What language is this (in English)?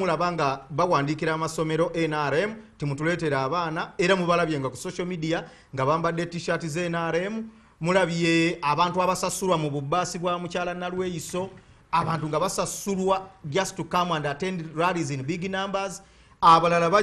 Ganda